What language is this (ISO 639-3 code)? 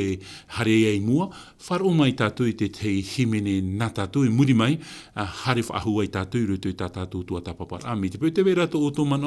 tah